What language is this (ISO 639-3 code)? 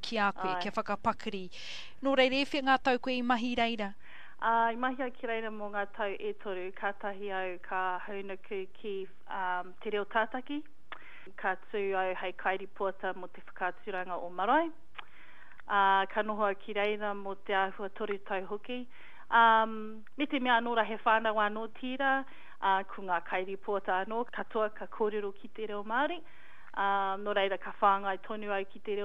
mri